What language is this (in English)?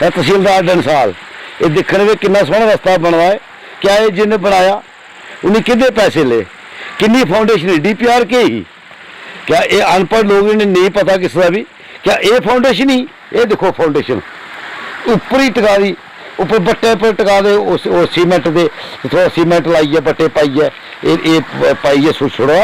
Dogri